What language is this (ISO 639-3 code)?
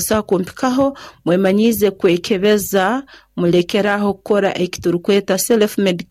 nyo